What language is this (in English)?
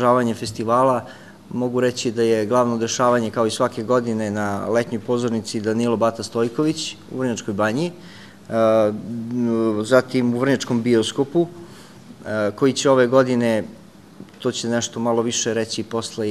Serbian